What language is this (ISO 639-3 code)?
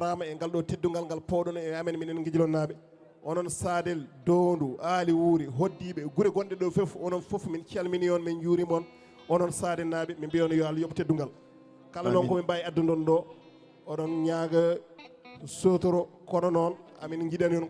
ful